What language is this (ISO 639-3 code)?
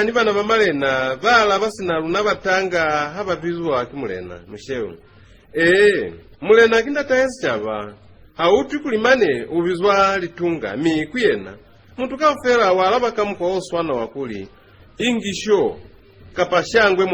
loz